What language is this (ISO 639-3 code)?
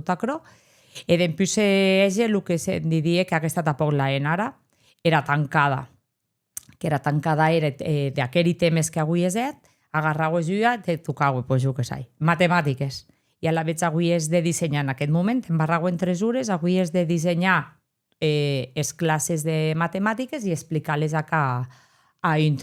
oci